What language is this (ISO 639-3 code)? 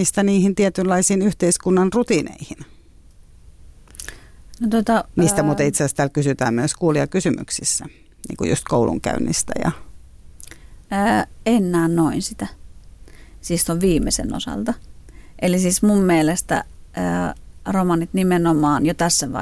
fin